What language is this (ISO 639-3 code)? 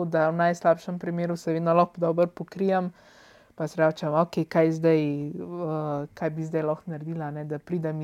slv